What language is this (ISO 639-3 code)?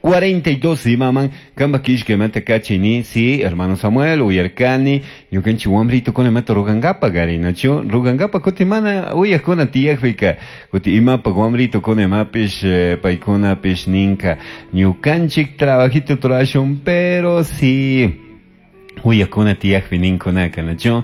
qug